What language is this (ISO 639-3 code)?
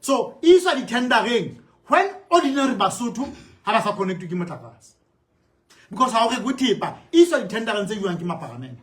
sot